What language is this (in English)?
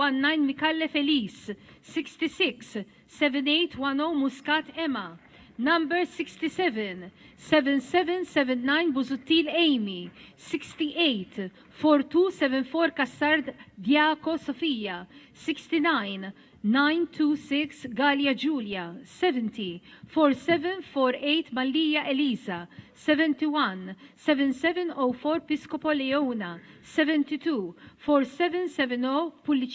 Maltese